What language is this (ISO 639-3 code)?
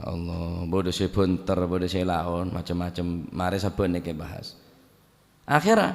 mad